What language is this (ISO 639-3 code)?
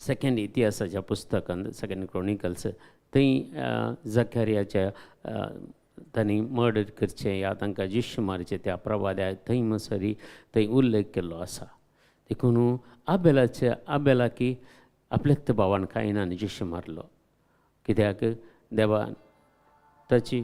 kok